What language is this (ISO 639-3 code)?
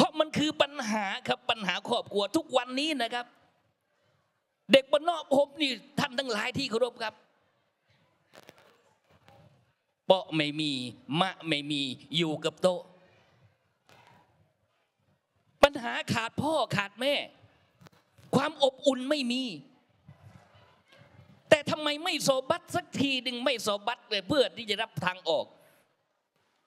tha